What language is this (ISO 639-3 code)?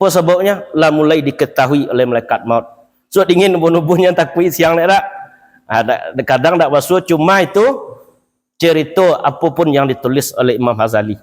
min